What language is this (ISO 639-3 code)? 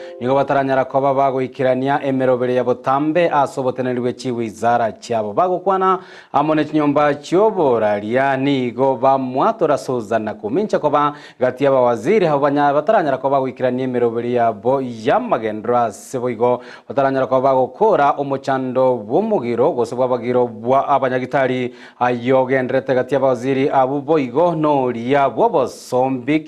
guz